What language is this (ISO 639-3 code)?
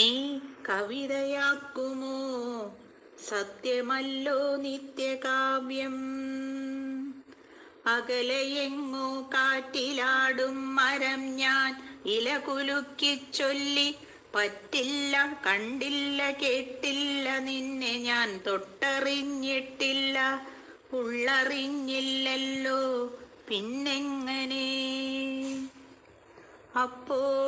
mal